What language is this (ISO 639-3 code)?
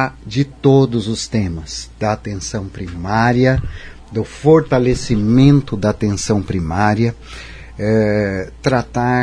por